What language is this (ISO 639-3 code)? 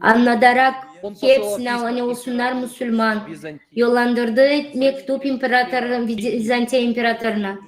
gag